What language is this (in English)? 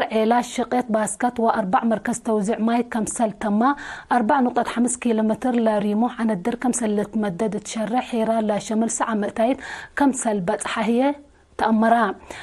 Tigre